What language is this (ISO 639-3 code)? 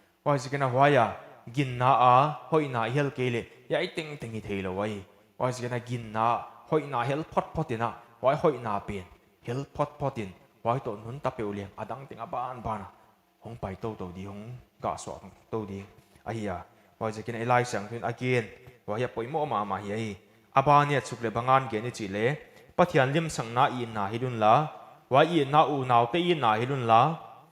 pck